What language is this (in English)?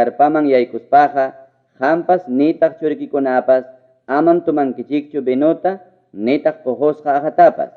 Ayacucho Quechua